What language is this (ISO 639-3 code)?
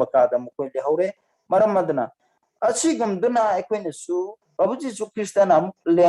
mni